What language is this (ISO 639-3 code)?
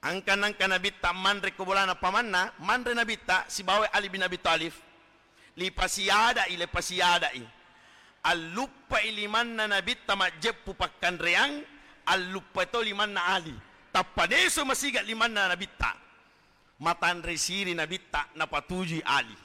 bug